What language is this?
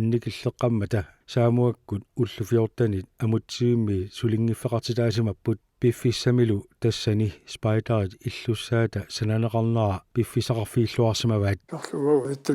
Kalaallisut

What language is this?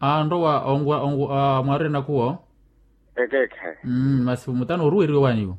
Makhuwa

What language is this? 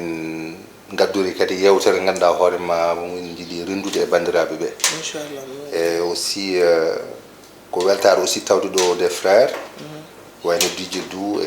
Fula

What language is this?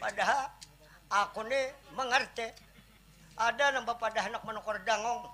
Banjar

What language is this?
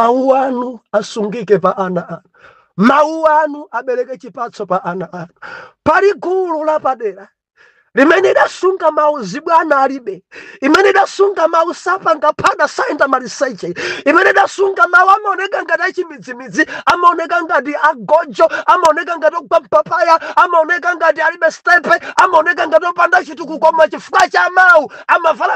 Nyanja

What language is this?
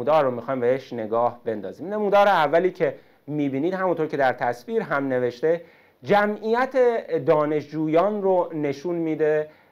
Persian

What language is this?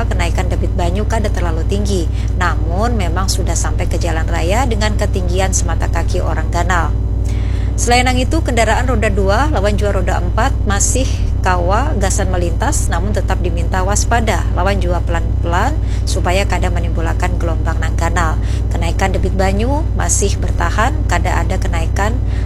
Banjar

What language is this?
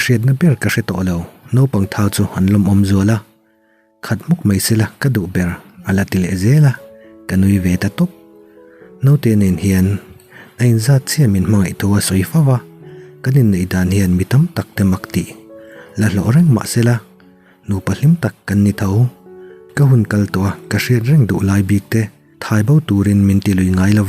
Mizo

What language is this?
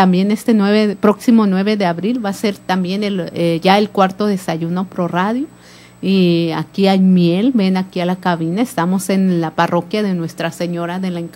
Spanish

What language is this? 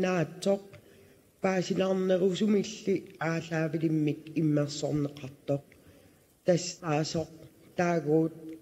Kalaallisut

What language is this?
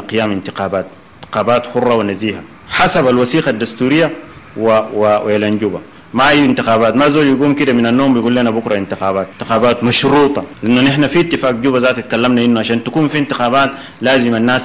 Sudanese Arabic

